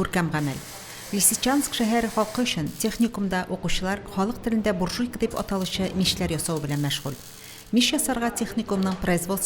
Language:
Tatar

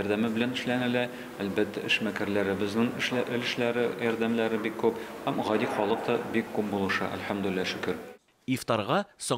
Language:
Tatar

